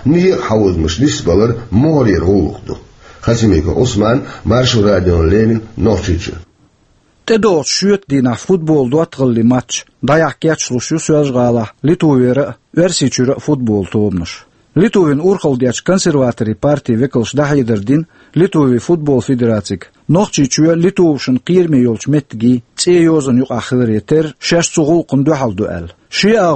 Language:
Chechen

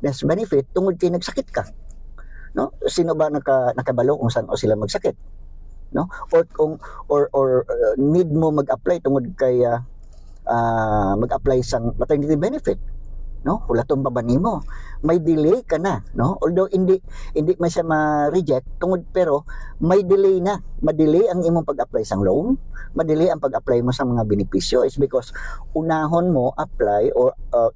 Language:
Hiligaynon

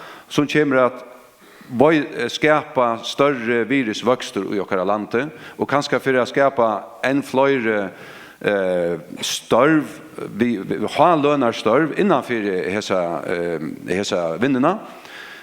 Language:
Faroese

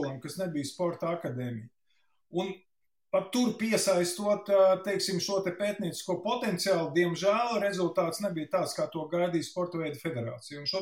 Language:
Latvian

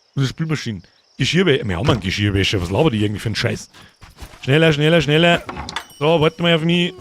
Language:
Bavarian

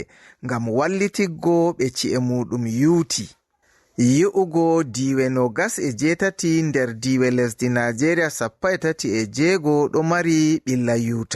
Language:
Fula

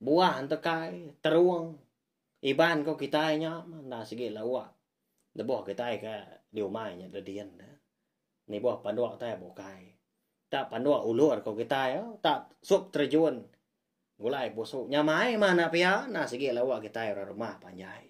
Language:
Iban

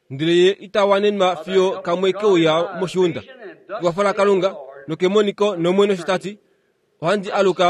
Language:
Kuanyama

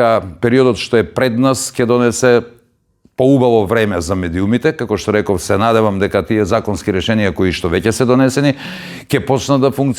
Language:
Macedonian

